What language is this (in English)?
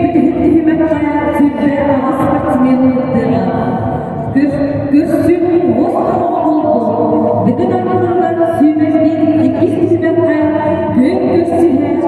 Yakut